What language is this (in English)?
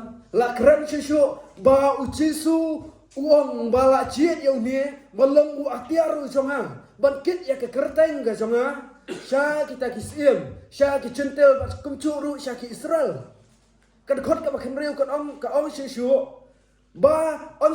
Khasi